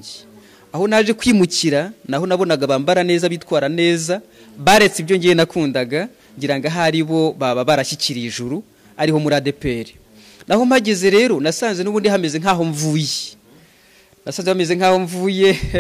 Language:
Kinyarwanda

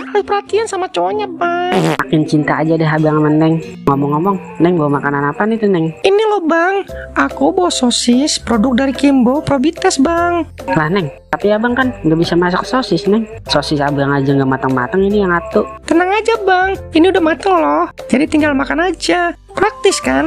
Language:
Betawi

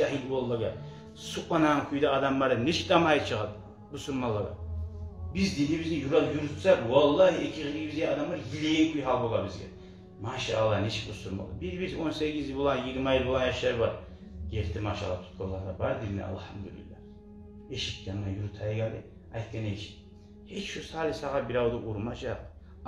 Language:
Kumyk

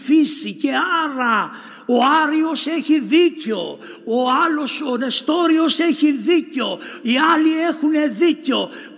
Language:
Greek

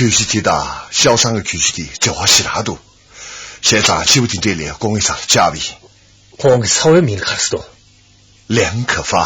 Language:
Tibetan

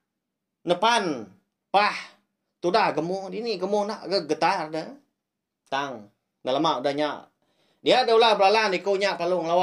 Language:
Iban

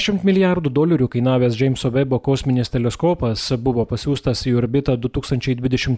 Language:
Lithuanian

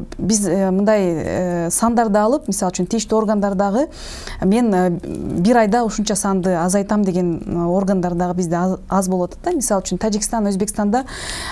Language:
Kyrgyz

